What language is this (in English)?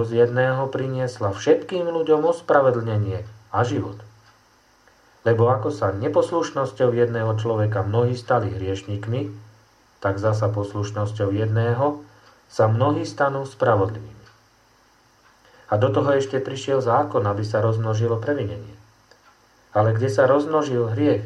Slovak